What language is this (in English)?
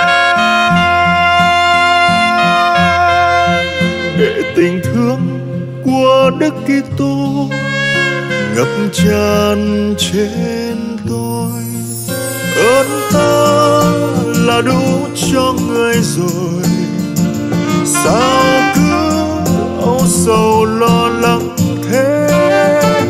Vietnamese